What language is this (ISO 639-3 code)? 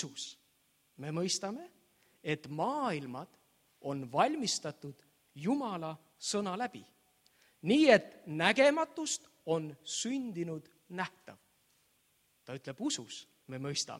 est